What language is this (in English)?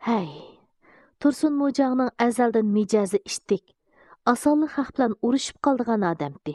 Uyghur